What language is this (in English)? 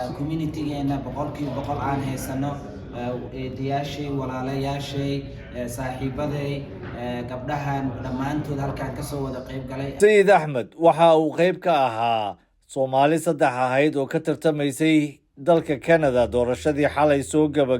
Somali